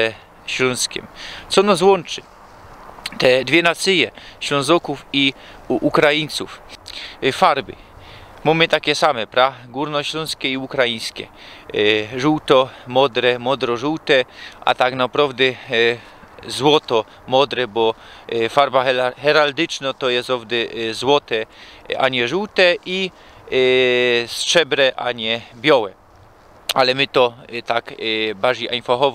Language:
Silesian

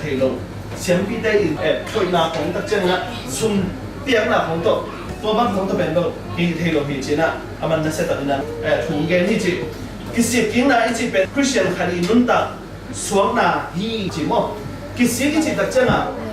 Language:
Tedim Chin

